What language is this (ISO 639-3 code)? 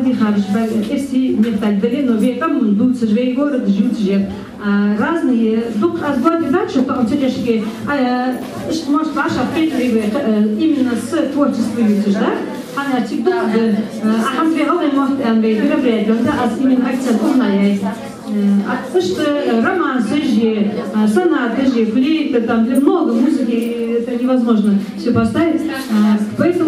inh